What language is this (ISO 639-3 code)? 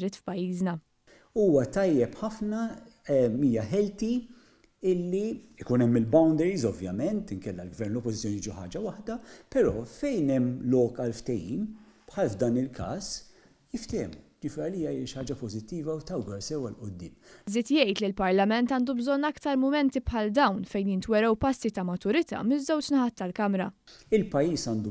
mlt